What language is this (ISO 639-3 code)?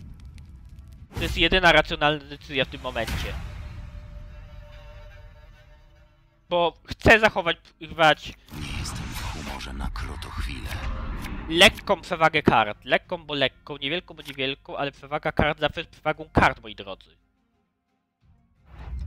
pol